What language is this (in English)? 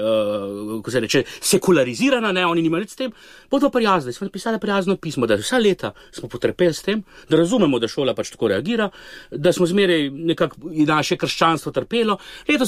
Slovenian